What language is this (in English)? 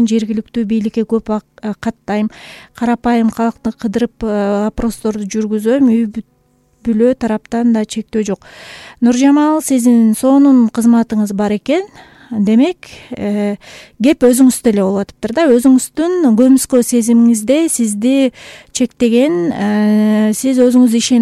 Kyrgyz